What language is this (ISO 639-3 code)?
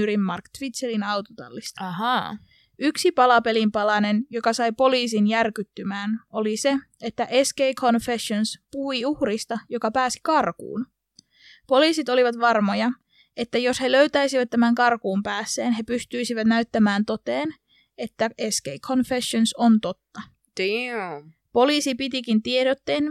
fin